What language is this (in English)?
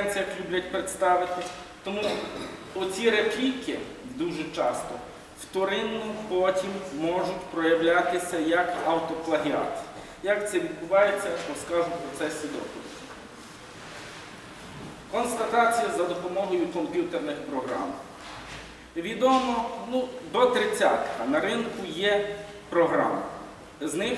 Ukrainian